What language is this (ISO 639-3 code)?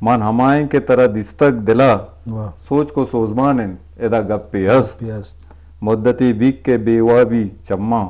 bgp